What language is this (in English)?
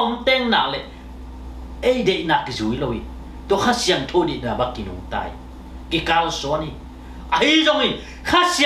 Tedim Chin